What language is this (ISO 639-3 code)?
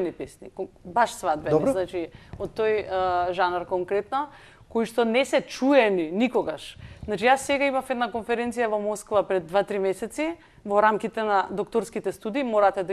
mkd